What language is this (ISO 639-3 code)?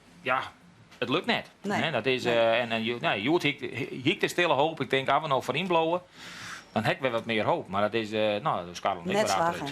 fry